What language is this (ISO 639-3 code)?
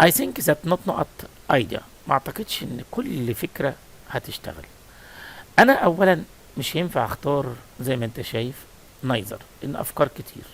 arz